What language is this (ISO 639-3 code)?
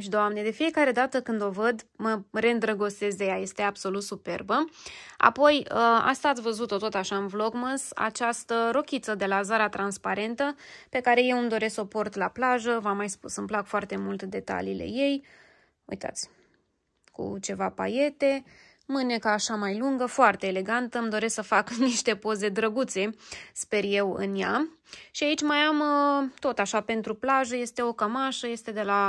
ron